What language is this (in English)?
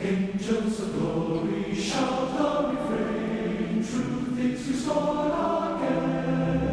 Tahitian